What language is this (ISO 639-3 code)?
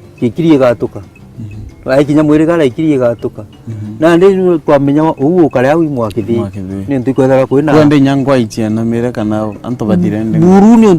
mer